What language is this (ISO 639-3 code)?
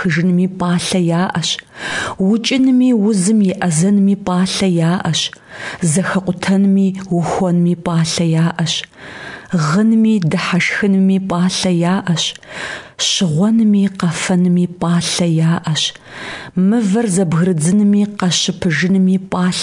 kbd